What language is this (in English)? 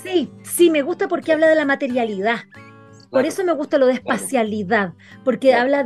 Spanish